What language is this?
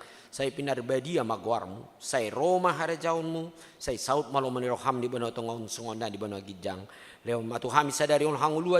Batak Toba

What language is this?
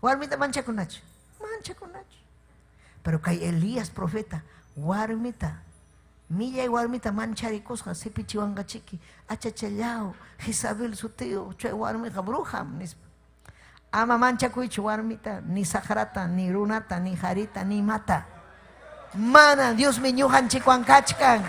Ayacucho Quechua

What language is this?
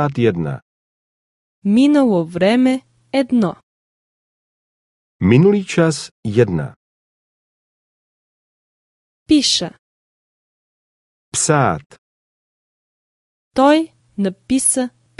Bulgarian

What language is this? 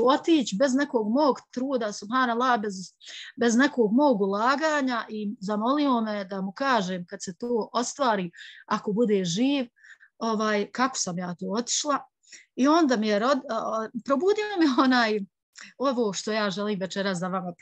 Bosnian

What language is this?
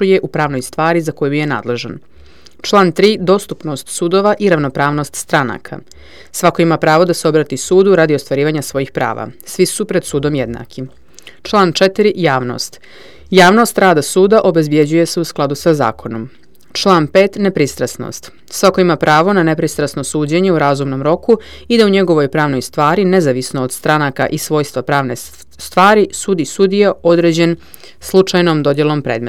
Serbian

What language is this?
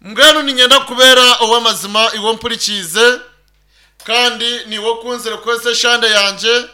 Nyankole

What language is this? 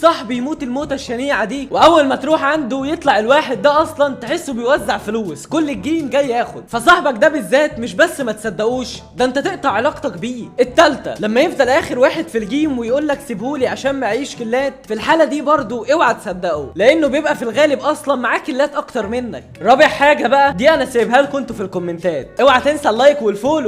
Egyptian Arabic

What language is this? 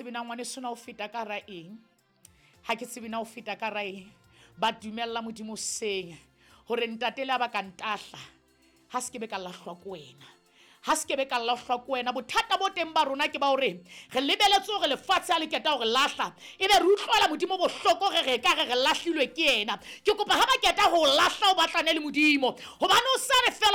Southern Sotho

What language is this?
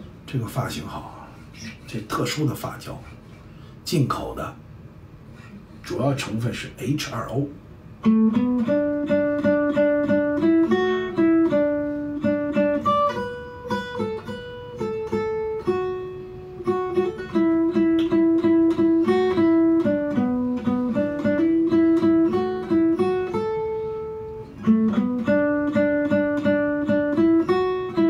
Chinese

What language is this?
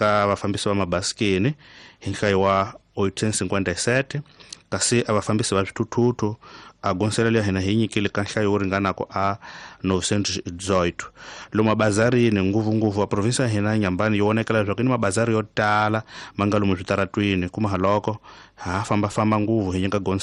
Tsonga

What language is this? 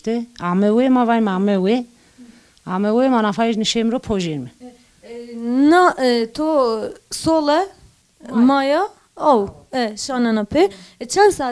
Zaza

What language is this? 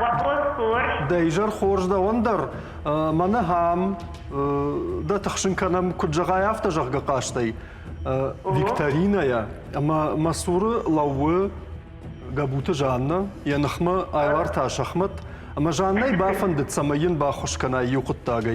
Ossetic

